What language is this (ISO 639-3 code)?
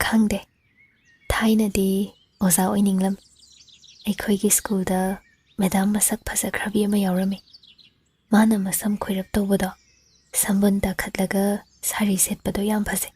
mni